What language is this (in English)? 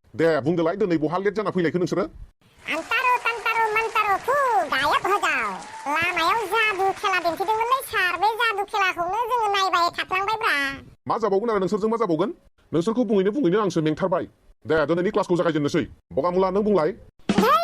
Bodo